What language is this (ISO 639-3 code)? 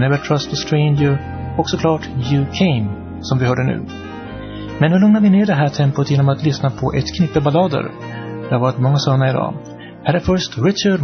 swe